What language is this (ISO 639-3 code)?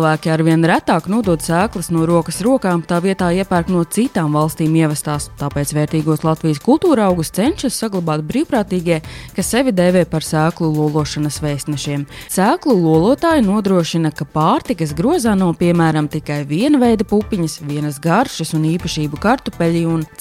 lav